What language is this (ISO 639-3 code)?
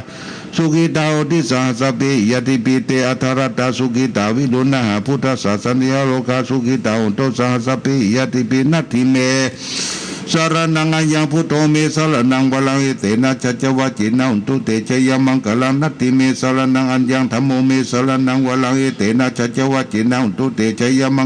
pli